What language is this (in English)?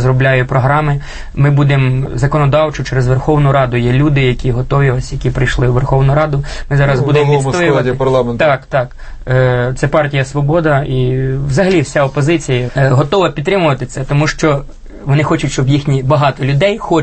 Ukrainian